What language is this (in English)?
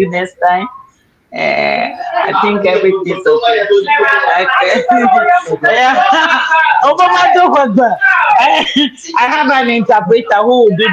Ewe